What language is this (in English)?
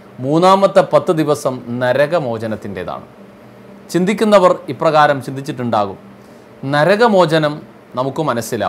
Malayalam